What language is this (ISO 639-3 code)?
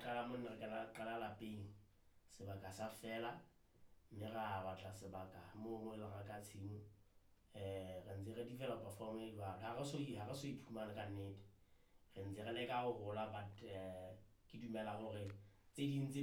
sot